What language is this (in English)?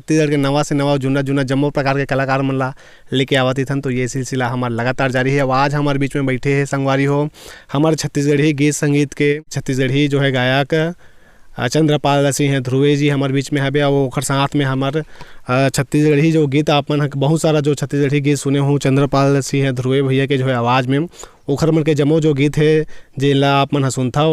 Chhattisgarhi